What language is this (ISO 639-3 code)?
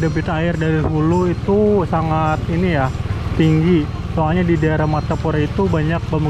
bjn